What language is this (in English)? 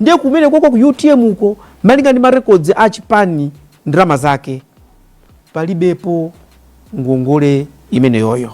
Nyanja